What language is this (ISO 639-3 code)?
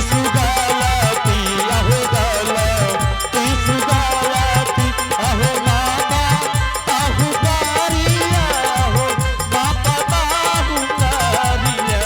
anp